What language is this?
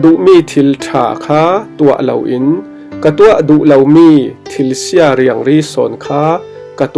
Falam Chin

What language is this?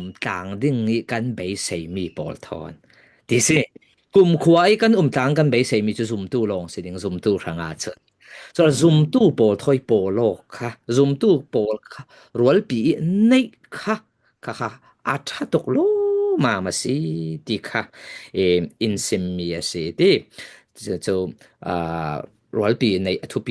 Falam Chin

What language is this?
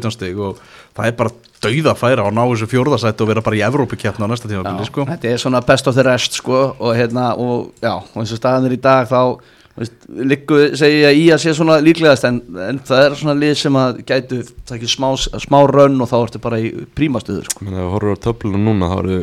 Icelandic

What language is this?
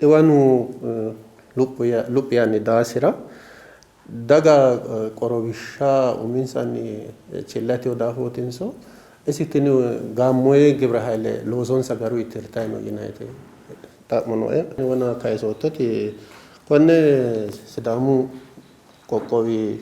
Sidamo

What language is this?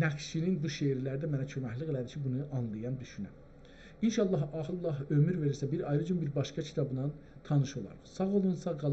South Azerbaijani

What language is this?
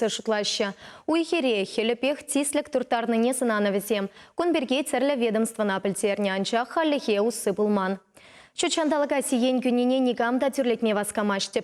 Chuvash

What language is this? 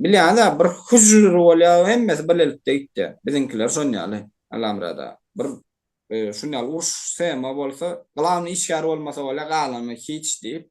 Turkmen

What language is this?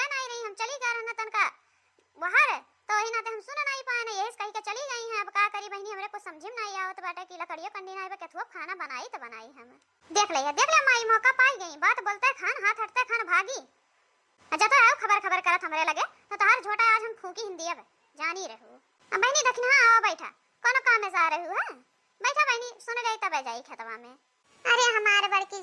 Awadhi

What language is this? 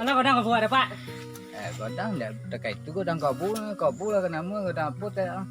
Minangkabau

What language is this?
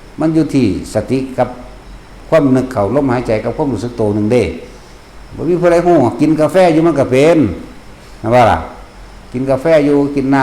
Northeastern Thai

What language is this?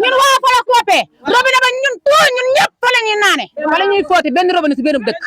Wolof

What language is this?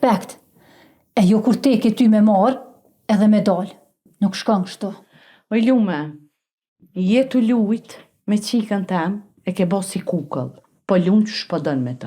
Albanian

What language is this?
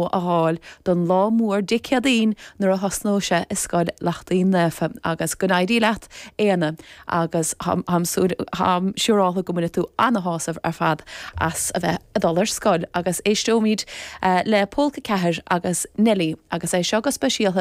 Irish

